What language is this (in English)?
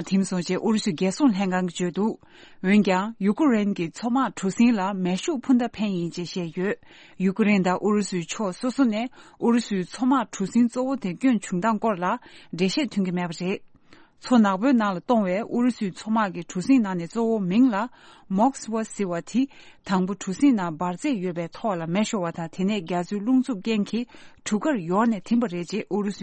Tibetan